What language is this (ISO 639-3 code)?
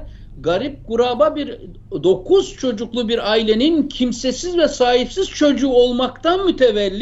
tur